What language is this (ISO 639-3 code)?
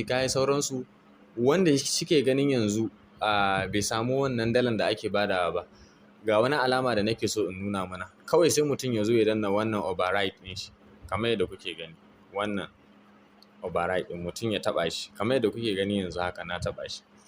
hau